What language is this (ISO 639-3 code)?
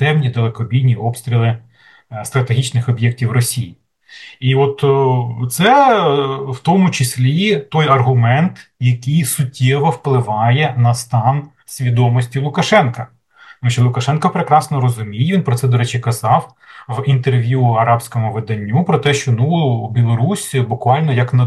ukr